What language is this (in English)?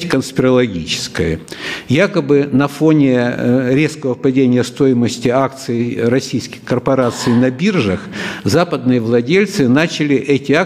Russian